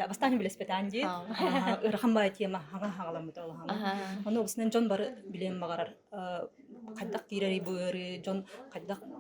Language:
Yakut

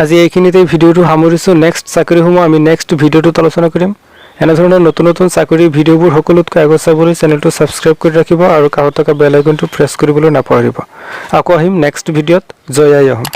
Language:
Assamese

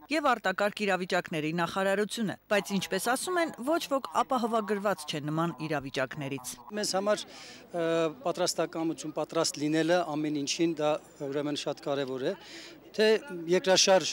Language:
Armenian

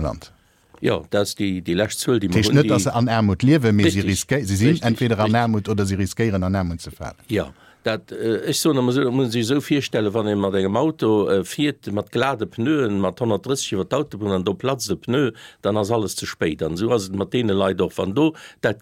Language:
Luxembourgish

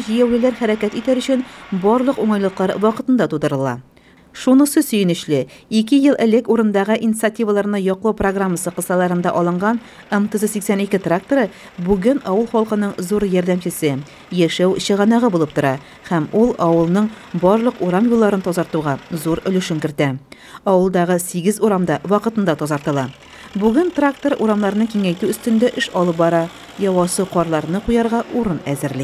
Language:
Tatar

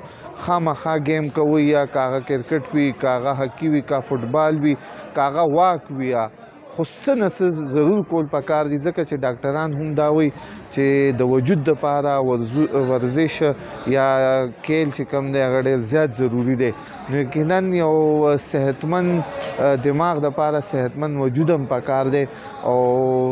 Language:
Pashto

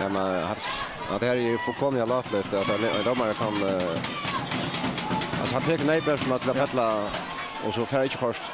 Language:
Faroese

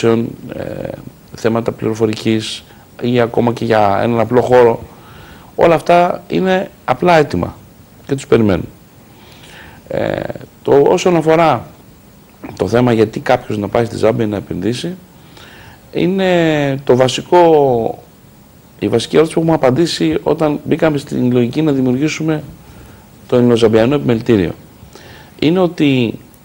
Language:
Greek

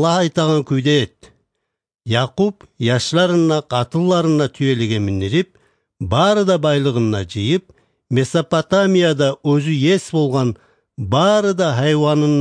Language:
Kumyk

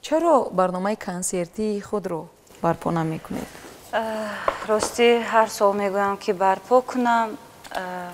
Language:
Tajik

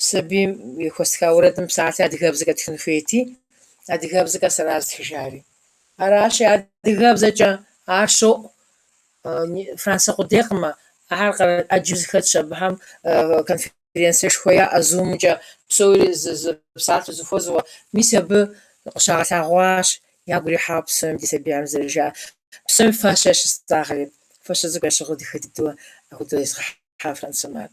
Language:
Kabardian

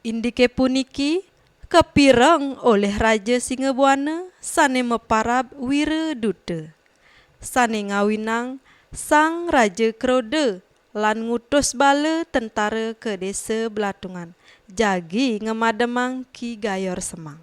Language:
Balinese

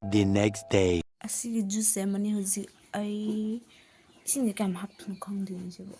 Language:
Manipuri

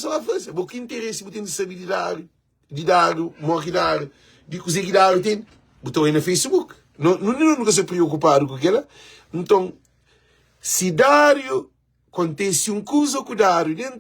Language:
Kabuverdianu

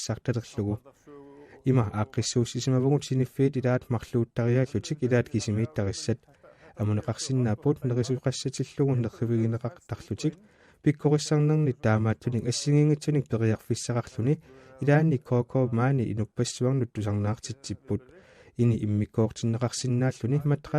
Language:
Kalaallisut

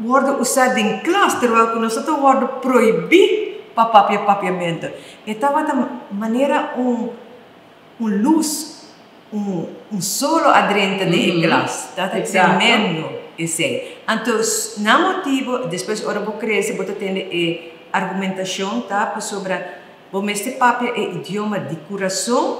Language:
Papiamento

